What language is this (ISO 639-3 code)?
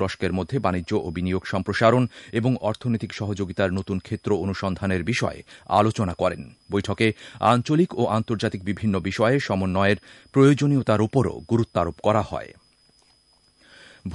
ben